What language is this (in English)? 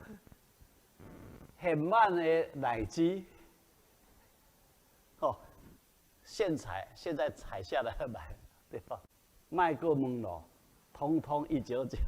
Min Nan Chinese